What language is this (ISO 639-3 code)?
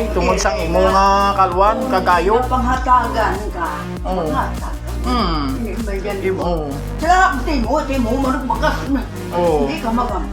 hil